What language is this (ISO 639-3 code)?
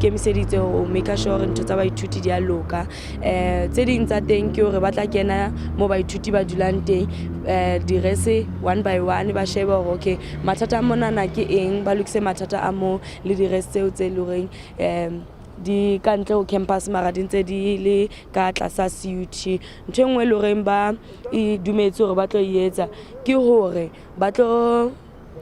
sot